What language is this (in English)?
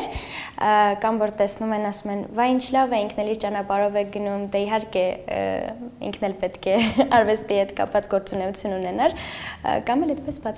Armenian